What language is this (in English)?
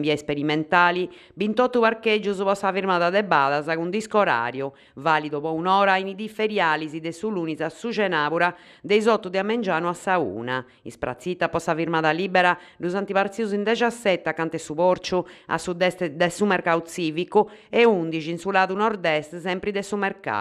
Sardinian